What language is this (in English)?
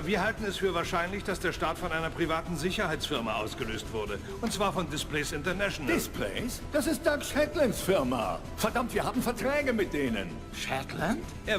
Bavarian